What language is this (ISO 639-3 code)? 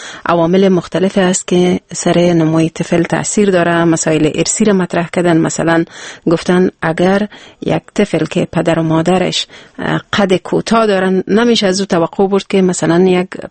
fas